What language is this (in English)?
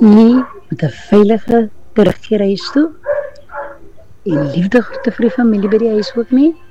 Afrikaans